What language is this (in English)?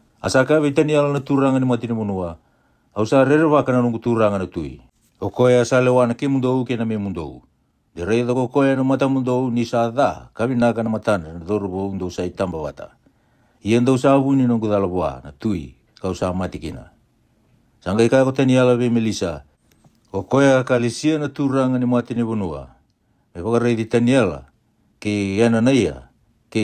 Fijian